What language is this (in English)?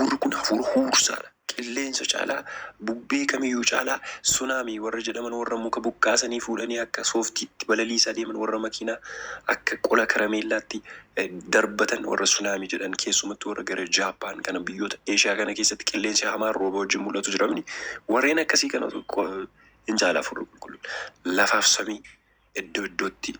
Oromo